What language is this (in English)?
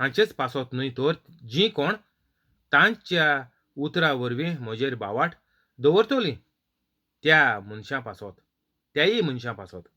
Konkani